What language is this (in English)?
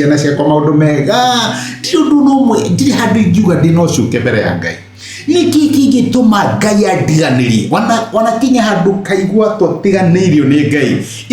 Kikuyu